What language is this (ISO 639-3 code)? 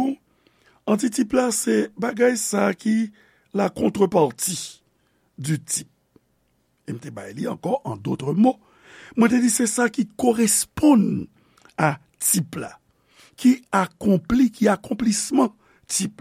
hat